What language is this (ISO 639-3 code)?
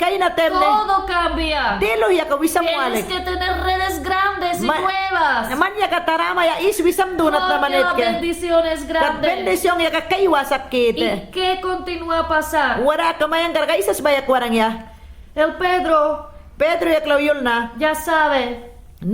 yan